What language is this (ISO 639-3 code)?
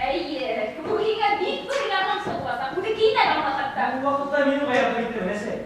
bak